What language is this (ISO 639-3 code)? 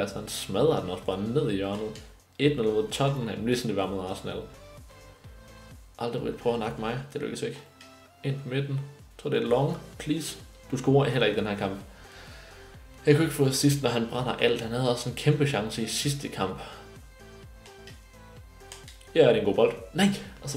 dan